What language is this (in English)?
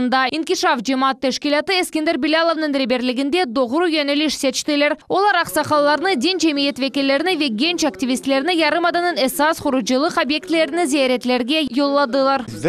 Crimean Tatar